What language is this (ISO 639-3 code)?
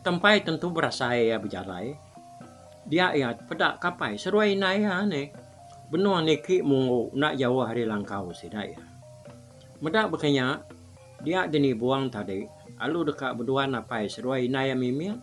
iba